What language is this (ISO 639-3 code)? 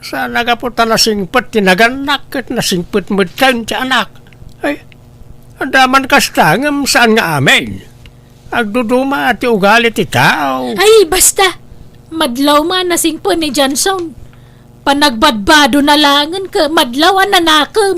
ilo